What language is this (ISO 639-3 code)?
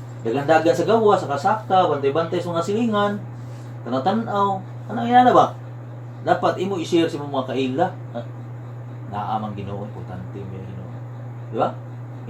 ceb